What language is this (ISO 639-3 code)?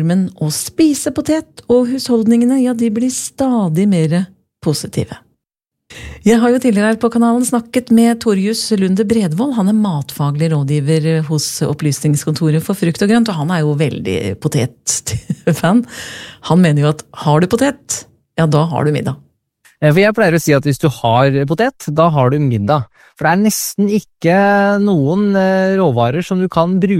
nor